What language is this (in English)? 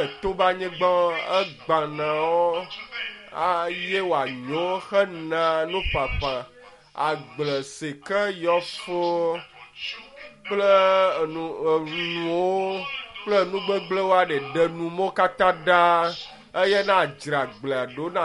Ewe